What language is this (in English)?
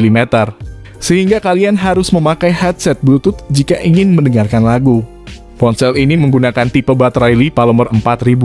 Indonesian